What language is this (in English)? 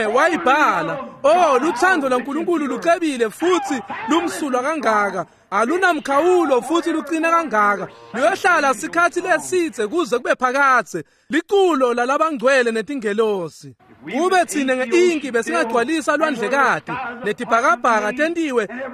Swati